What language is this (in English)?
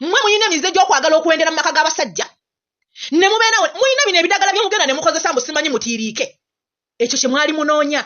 Ganda